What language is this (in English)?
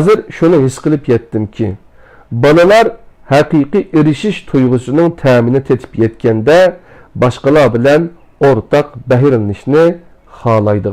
Uyghur